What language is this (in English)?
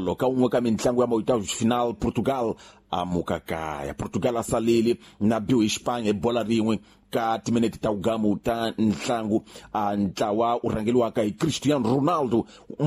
Tsonga